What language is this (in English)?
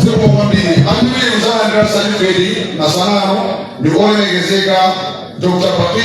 Nyanja